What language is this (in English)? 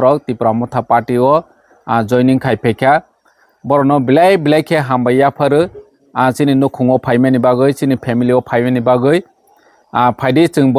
Kok Borok